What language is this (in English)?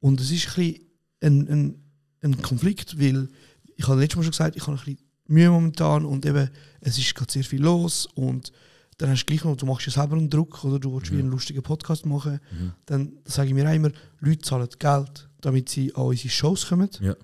Swiss German